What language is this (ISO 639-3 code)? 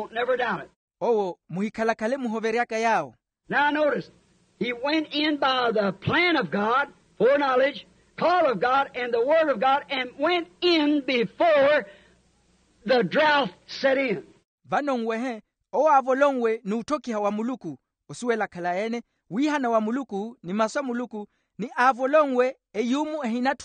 vmw